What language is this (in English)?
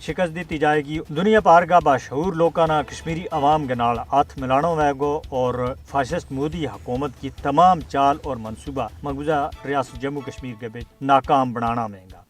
Gujari